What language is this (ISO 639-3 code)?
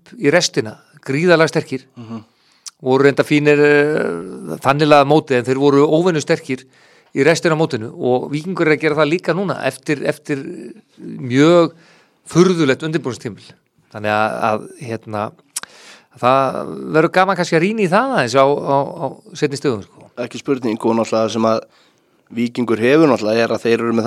isl